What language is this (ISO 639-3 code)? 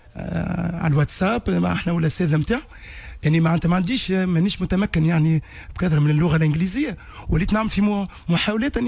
aeb